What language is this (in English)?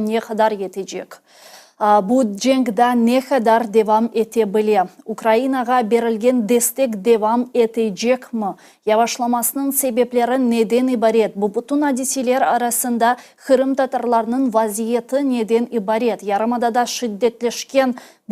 Crimean Tatar